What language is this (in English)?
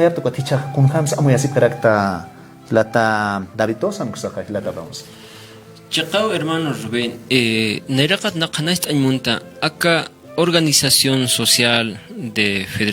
Aymara